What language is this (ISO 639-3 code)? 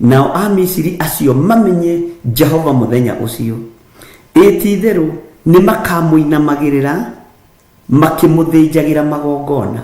kik